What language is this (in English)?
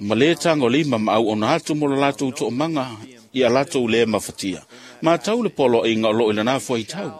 Samoan